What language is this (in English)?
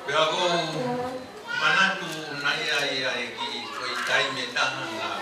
Tongan